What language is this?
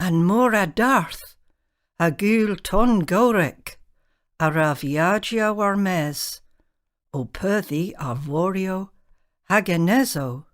Cornish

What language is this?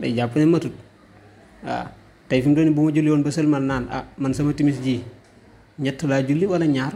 Wolof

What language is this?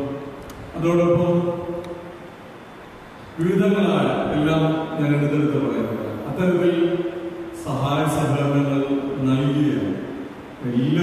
Malayalam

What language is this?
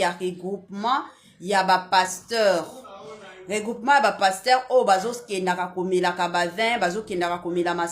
Lingala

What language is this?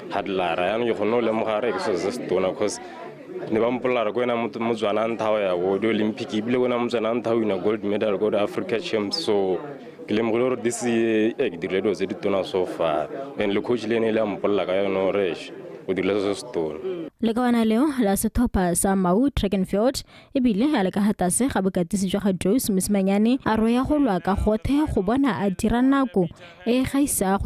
Tswana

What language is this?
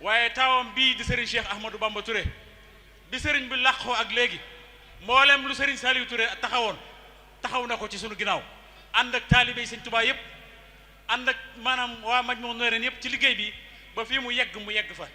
Wolof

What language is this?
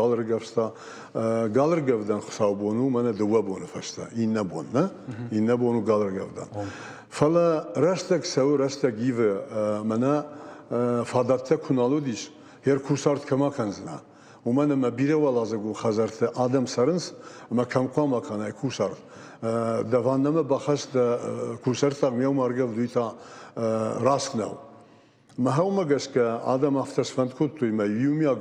Ossetic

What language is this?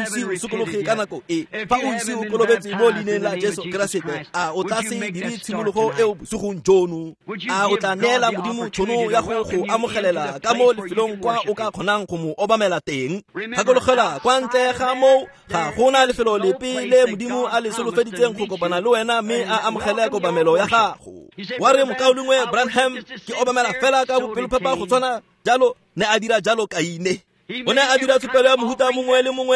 Tswana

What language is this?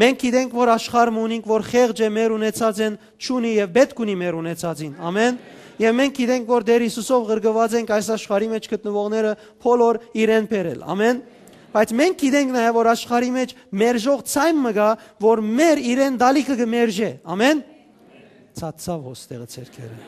Western Armenian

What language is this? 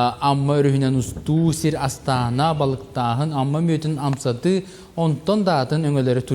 Yakut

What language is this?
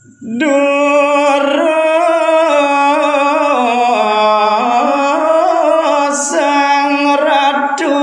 Balinese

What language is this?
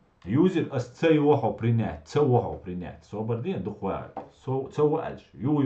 Chechen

